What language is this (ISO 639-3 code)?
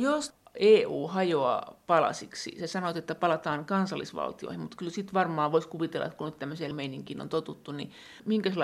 fin